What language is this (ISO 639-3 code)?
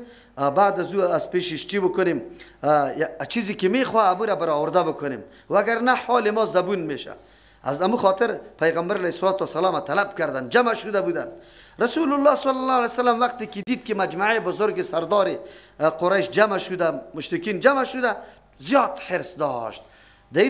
fas